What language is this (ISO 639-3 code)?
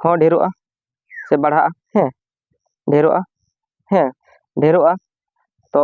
sat